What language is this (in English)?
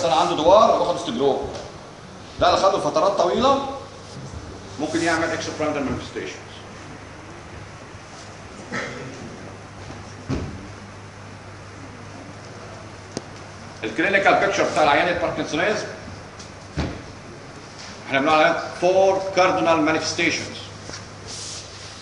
Egyptian Arabic